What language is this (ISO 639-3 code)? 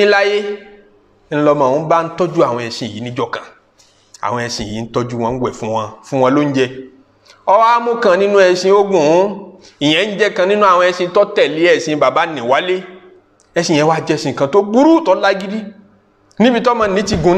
yor